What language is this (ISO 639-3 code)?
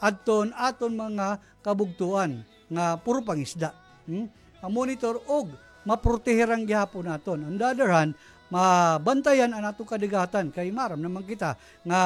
war